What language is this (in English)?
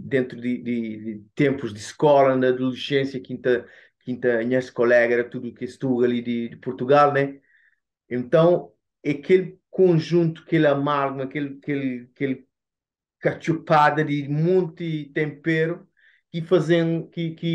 Kabuverdianu